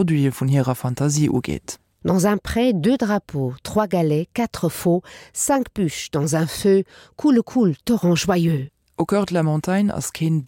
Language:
Luxembourgish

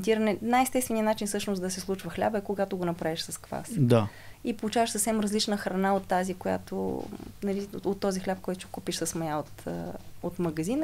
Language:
Bulgarian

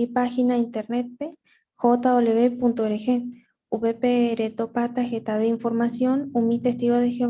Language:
Guarani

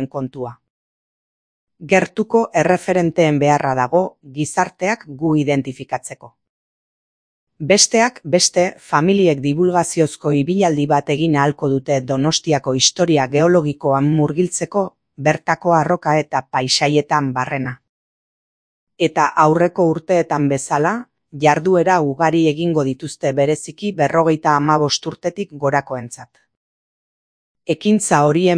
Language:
Basque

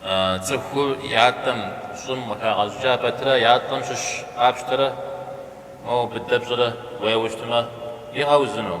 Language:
Kabardian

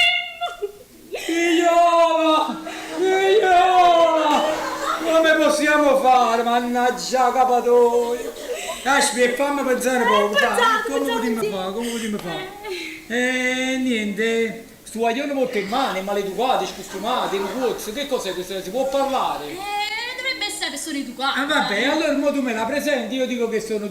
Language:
Neapolitan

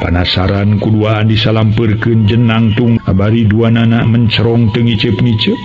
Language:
Sundanese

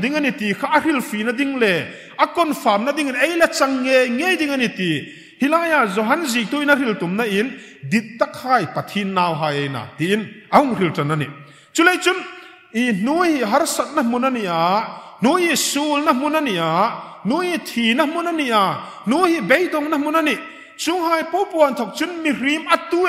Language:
Hmar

